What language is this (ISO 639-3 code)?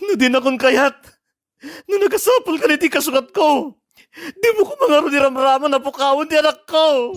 ilo